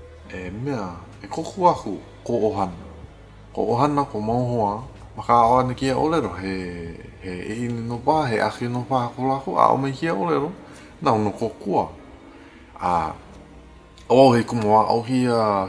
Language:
Hawaiian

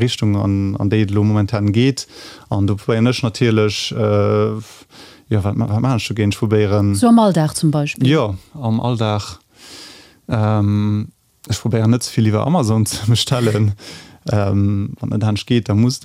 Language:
Luxembourgish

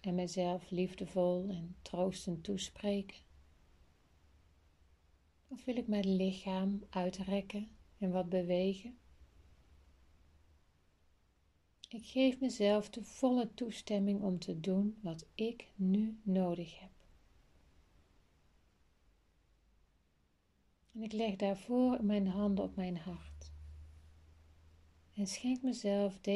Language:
Dutch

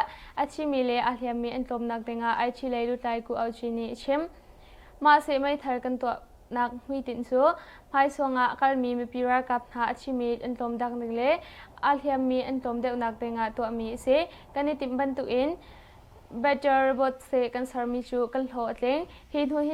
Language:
Hakha Chin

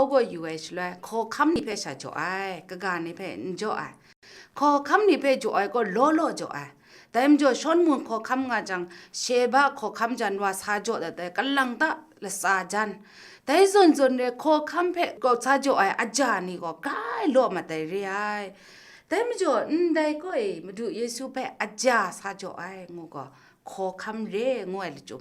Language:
Kachin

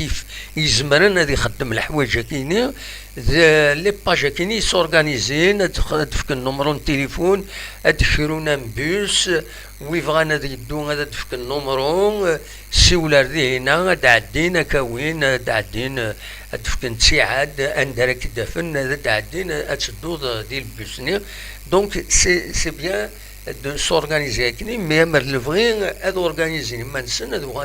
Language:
Kabyle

